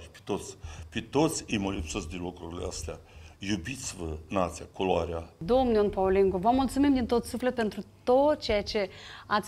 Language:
Romanian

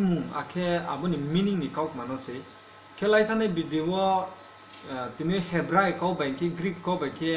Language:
Riang (India)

